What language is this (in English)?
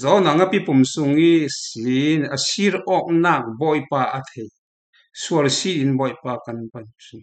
Falam Chin